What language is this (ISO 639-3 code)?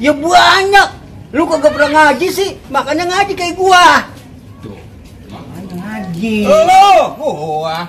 bew